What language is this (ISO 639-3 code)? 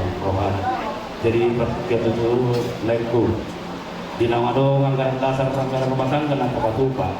bbc